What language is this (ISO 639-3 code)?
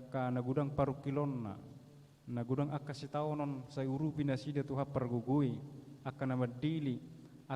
bbc